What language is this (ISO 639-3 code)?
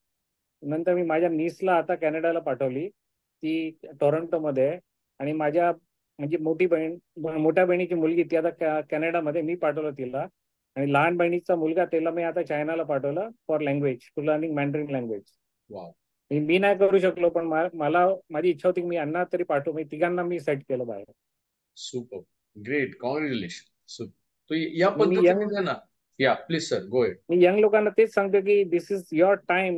mar